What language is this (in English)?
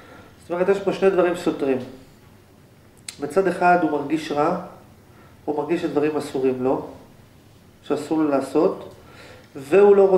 Hebrew